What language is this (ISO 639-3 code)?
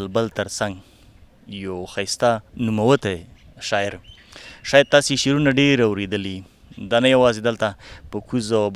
pus